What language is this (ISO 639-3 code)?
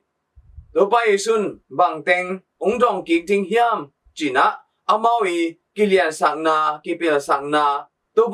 ctd